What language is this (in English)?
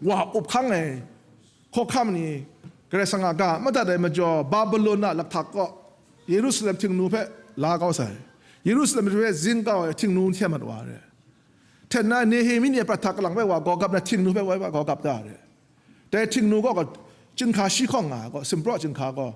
Kachin